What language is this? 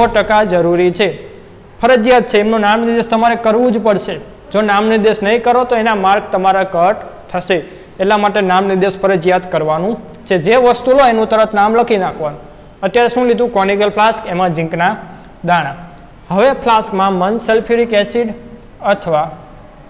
Gujarati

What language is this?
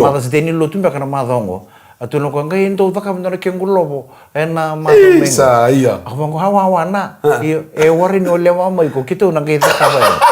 Fijian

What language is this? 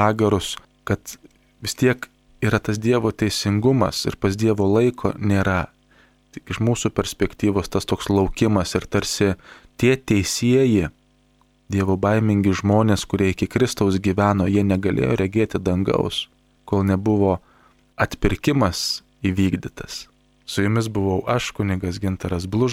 Lithuanian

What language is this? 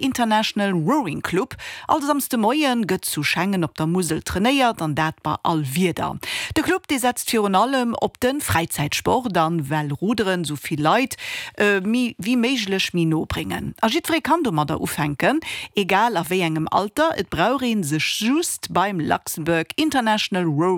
Luxembourgish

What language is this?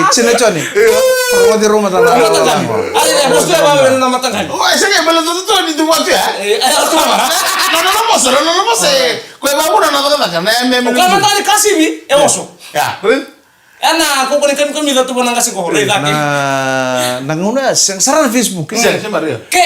Fijian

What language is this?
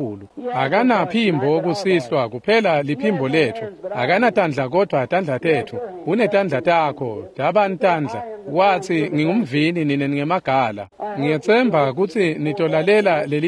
Swati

